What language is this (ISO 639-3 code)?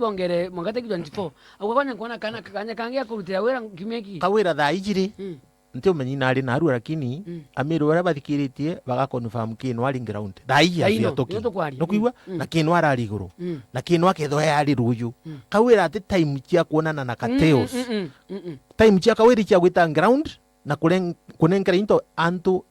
mer